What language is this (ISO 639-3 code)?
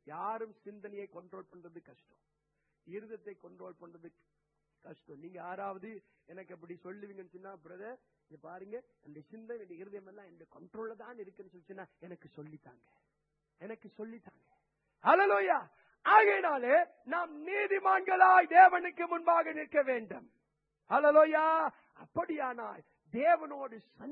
tam